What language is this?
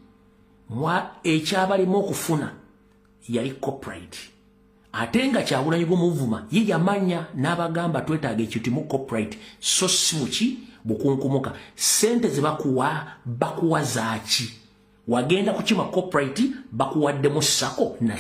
Ganda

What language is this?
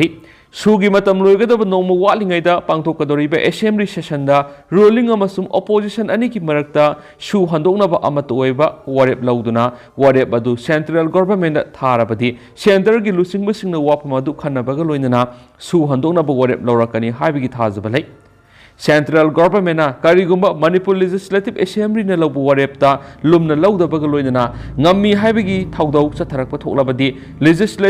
Manipuri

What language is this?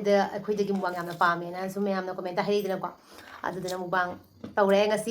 Manipuri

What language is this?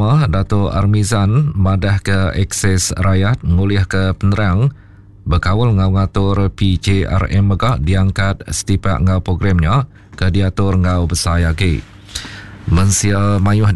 Iban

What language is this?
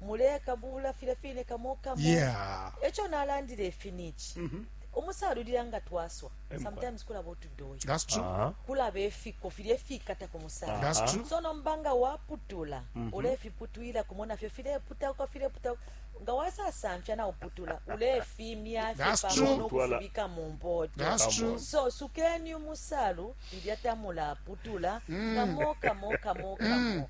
Bemba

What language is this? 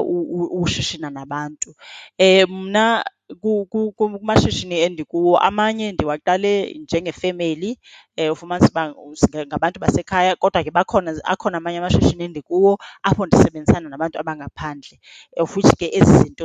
Xhosa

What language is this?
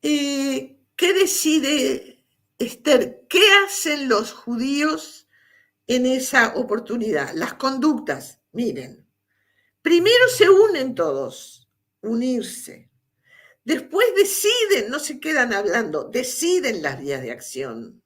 Ladino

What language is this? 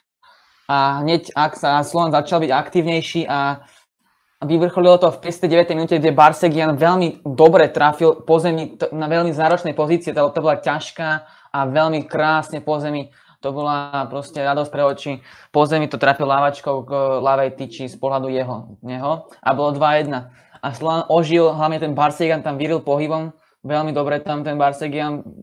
Slovak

